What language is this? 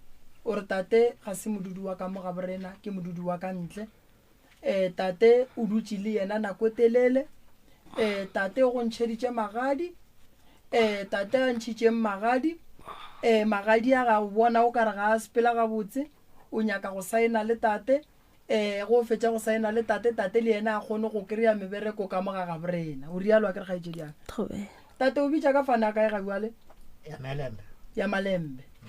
Northern Sotho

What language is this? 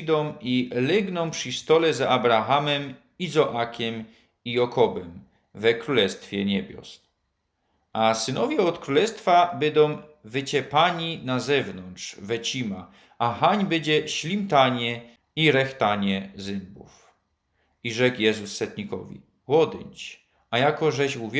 Silesian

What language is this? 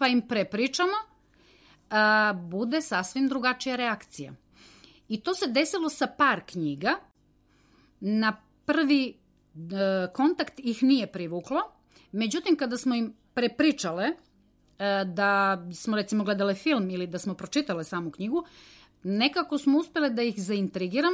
Serbian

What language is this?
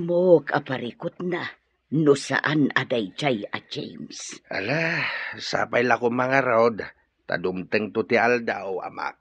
Iloko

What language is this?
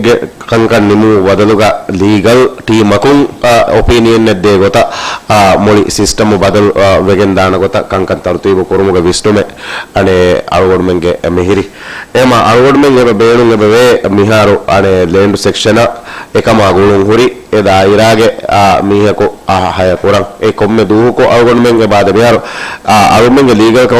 Divehi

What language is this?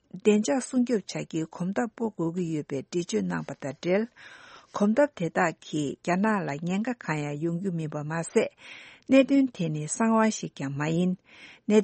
Tibetan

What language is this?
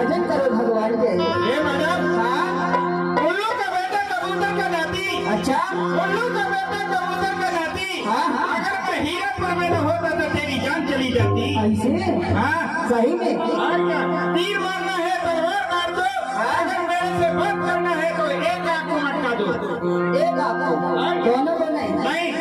Chhattisgarhi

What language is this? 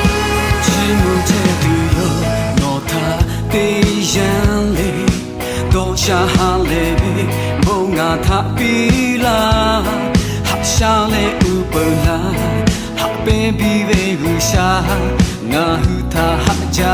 Lahu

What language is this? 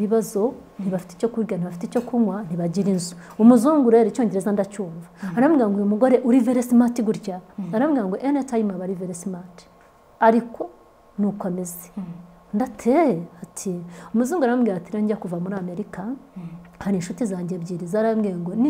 Kinyarwanda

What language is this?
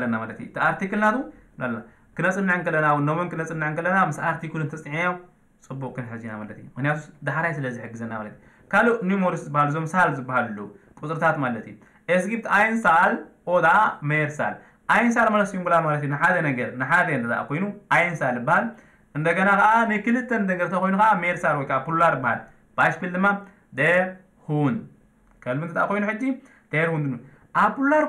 Tigrinya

